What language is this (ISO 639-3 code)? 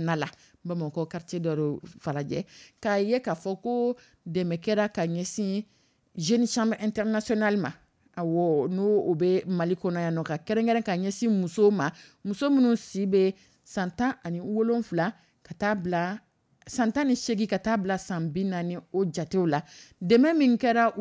dyu